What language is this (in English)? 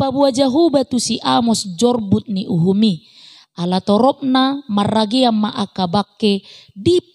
Batak Toba